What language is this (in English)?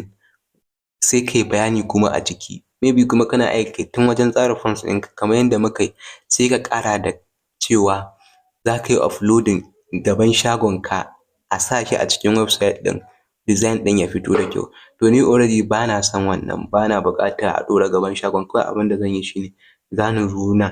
Hausa